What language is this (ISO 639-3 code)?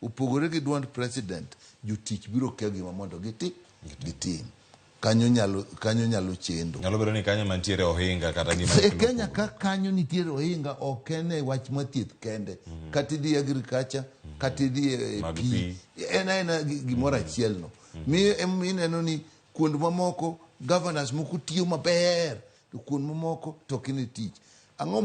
luo